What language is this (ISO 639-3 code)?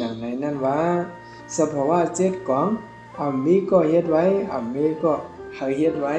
shn